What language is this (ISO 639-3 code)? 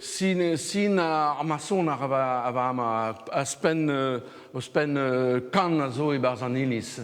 bre